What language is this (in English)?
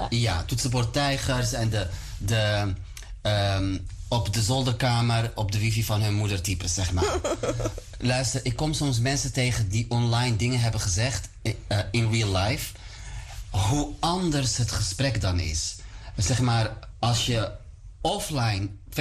Dutch